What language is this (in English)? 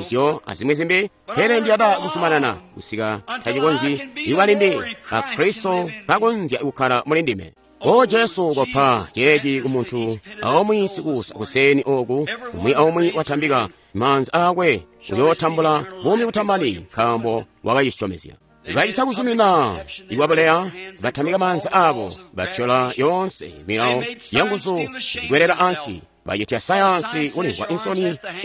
Tonga (Zambia)